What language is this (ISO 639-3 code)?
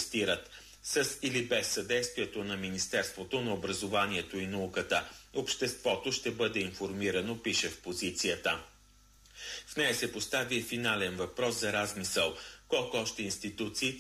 bul